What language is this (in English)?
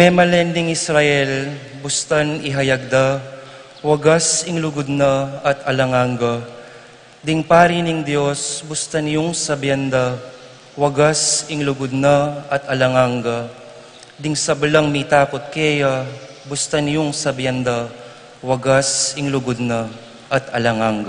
Pampanga